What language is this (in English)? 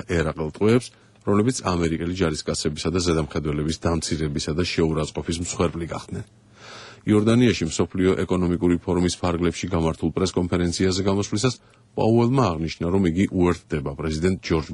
Georgian